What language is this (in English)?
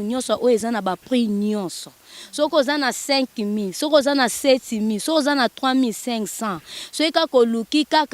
Lingala